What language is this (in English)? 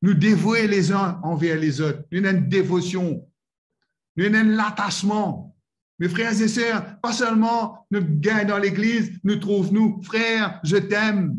Morisyen